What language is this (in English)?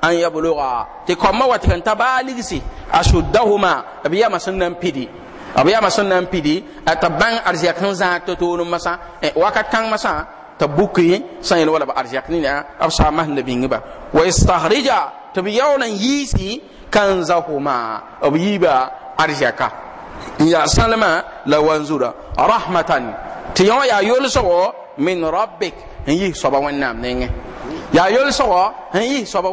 Mossi